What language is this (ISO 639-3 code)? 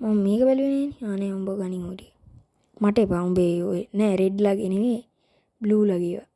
sin